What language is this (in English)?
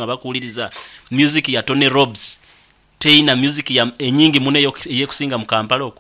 Nyankole